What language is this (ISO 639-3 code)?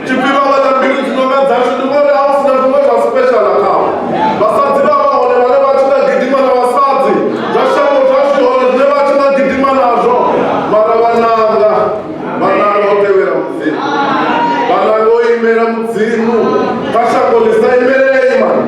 ven